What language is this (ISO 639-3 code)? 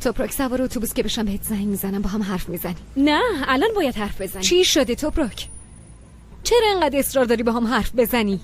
fas